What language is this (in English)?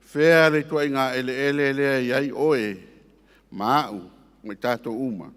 Samoan